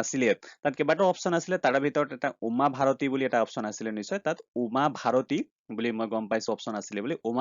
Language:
Assamese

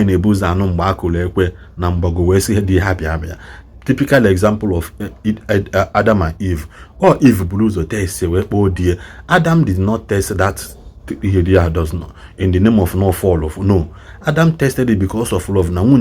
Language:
Igbo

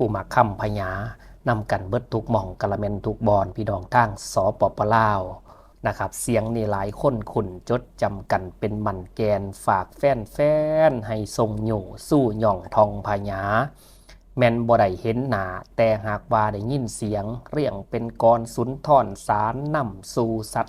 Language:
Lao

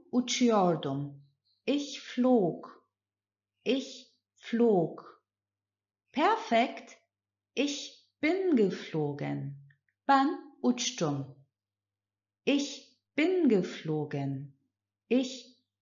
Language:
Turkish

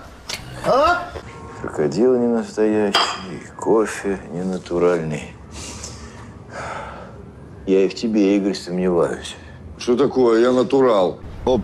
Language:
Russian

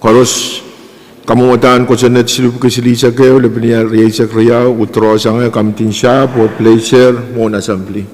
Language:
Pohnpeian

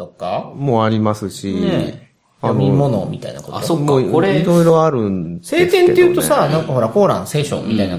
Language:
Japanese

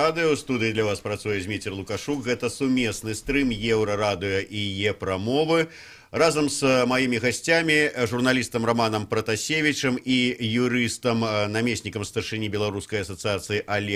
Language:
Belarusian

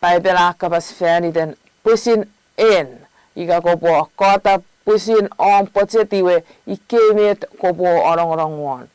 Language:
Chuukese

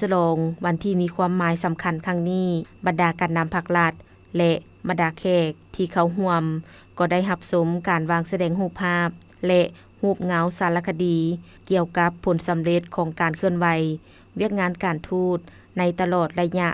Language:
Lao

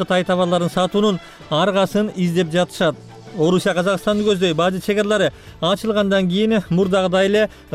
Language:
Kyrgyz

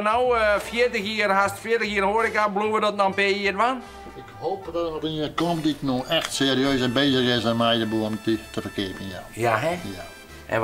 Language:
Western Frisian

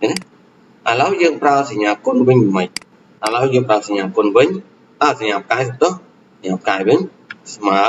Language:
Khmer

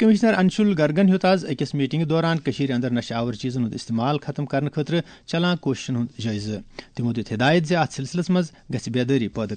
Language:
Kashmiri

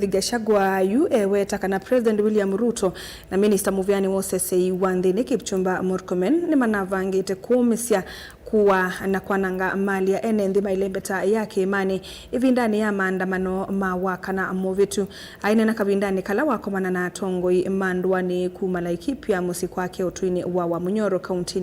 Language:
Kamba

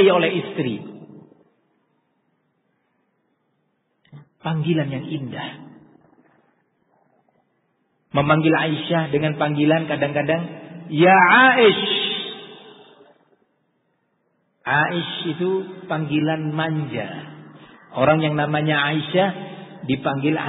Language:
Indonesian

